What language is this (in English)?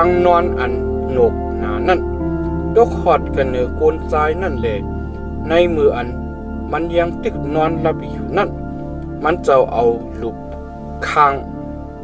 Shan